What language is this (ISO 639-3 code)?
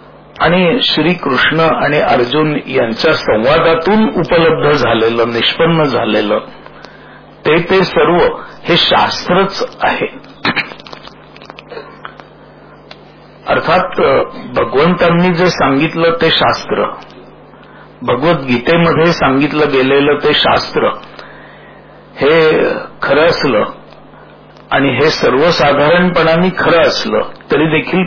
mar